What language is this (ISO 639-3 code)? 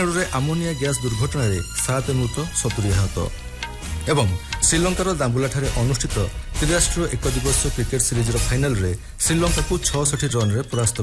ori